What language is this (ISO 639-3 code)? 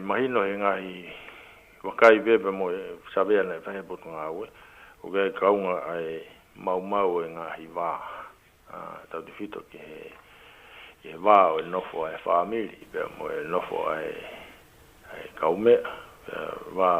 ton